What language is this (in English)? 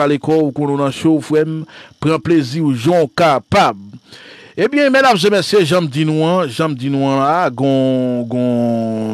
Haitian Creole